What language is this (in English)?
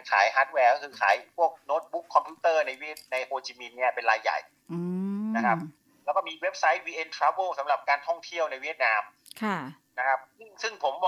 Thai